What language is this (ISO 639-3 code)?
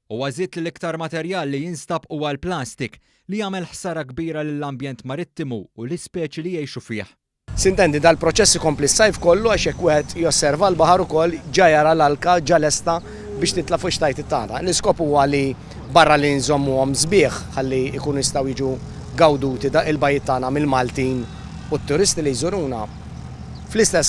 mlt